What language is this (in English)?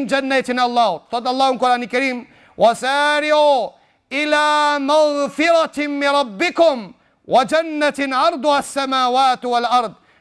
Albanian